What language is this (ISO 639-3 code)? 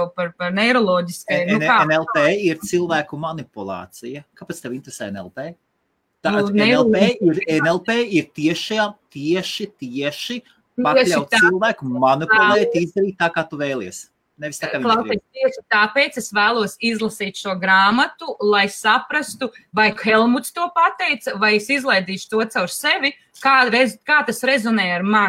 lav